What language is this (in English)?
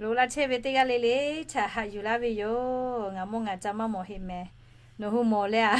Lahu